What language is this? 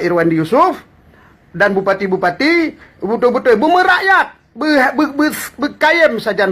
Achinese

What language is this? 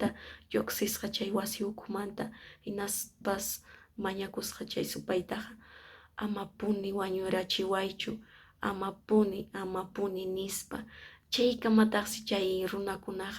Quechua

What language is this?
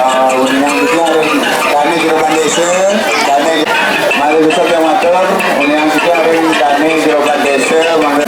Balinese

